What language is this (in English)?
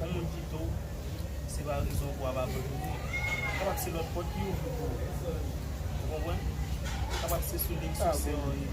Haitian Creole